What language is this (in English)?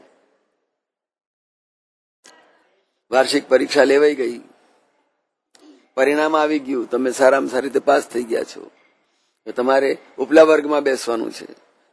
Gujarati